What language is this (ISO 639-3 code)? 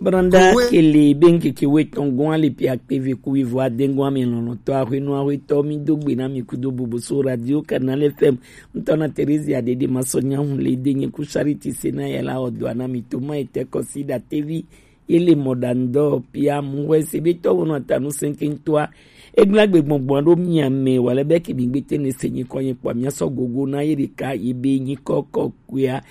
gej